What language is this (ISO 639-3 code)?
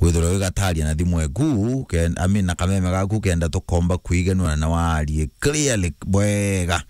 mer